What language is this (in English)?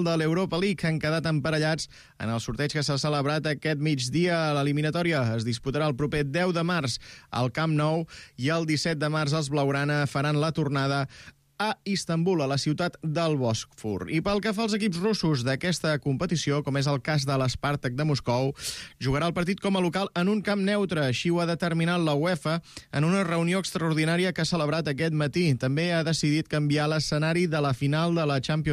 Catalan